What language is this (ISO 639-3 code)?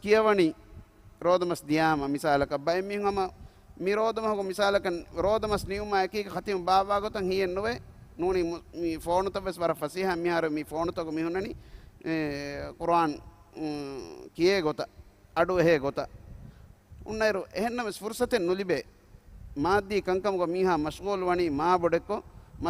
div